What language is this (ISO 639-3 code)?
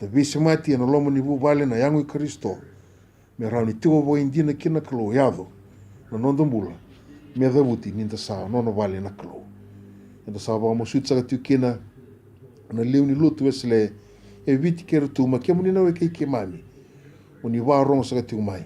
fij